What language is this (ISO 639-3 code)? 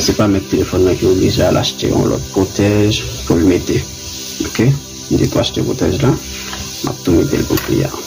hat